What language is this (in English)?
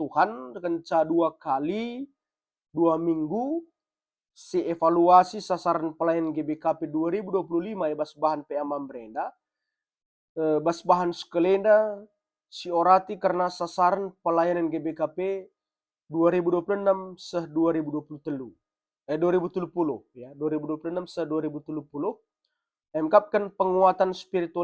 Batak Karo